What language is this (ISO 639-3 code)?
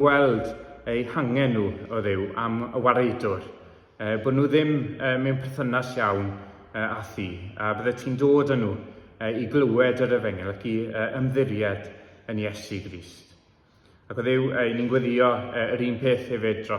cym